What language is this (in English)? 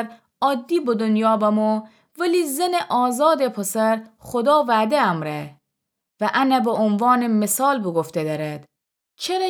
Gilaki